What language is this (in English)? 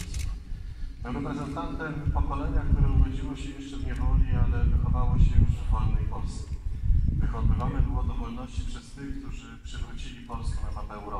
Polish